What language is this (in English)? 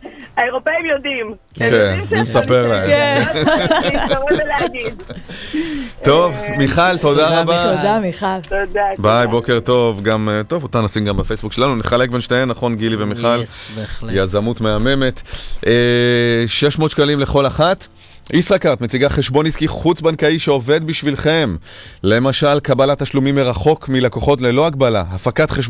Hebrew